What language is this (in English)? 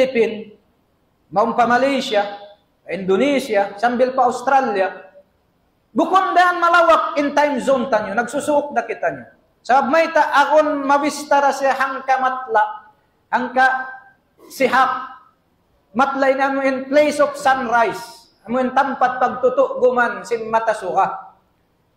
Tausug